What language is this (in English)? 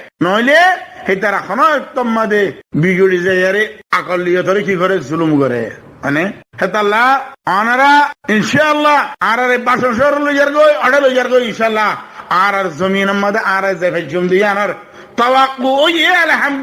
Rohingya